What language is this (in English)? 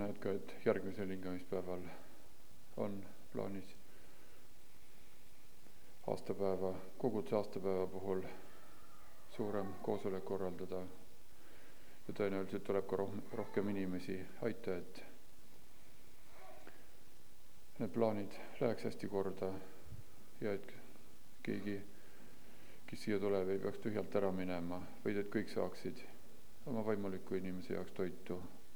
Estonian